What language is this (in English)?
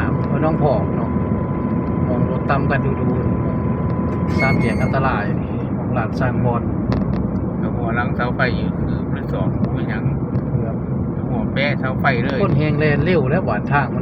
Northeastern Thai